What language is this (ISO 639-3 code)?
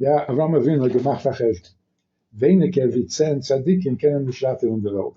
yid